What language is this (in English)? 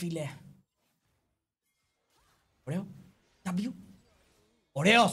Greek